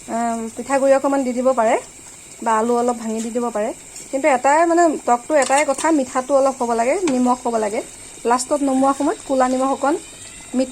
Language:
Assamese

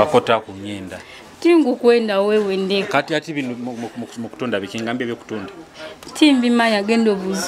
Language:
Nyoro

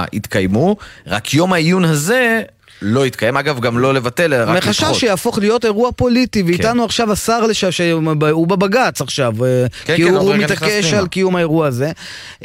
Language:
Hebrew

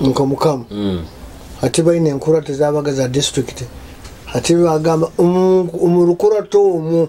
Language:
Nyoro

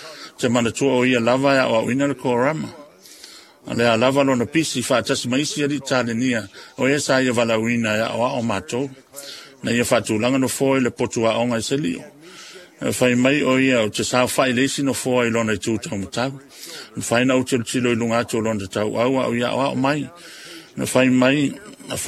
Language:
Samoan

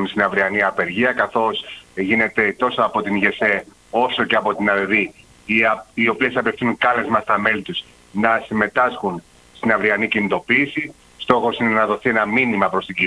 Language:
Greek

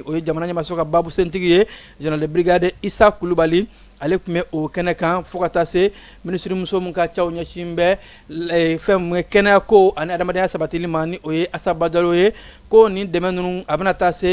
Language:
Bambara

